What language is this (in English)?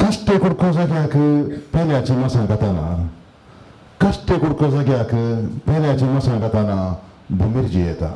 Konkani